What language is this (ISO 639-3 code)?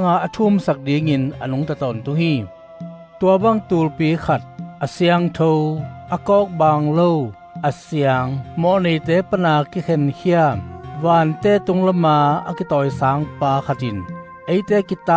ctd